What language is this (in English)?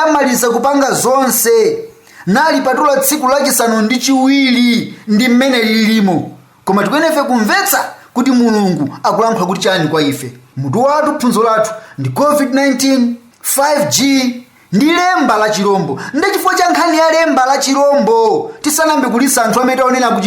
Nyanja